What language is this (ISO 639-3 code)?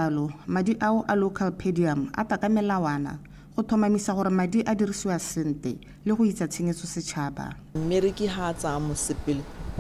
tsn